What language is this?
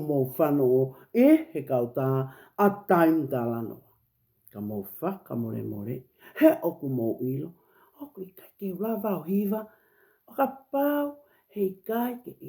Tongan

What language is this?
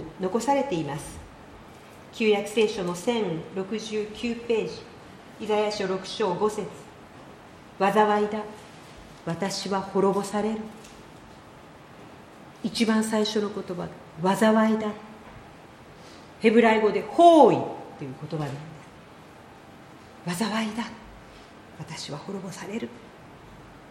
Japanese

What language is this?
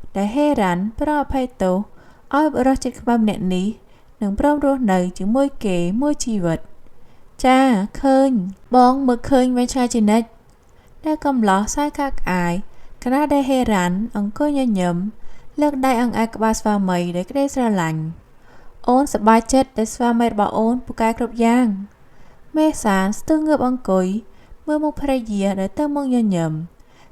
Khmer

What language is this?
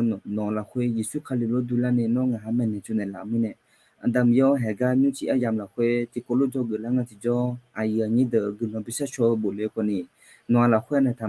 Akha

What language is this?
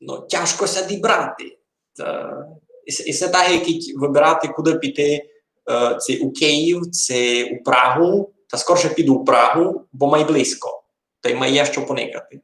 Rusyn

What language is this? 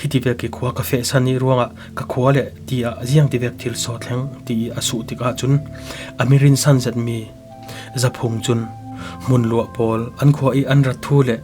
Falam Chin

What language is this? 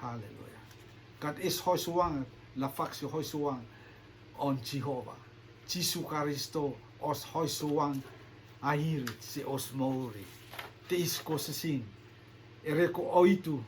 Rotuman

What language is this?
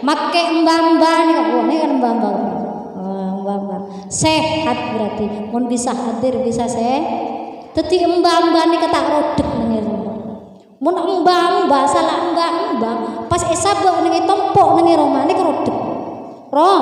Madurese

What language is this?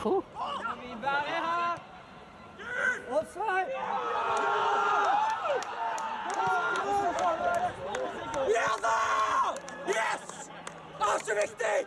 Norwegian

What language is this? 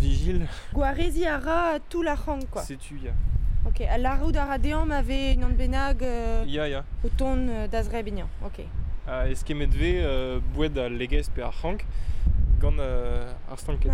Breton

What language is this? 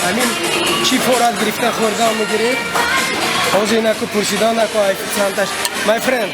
Tajik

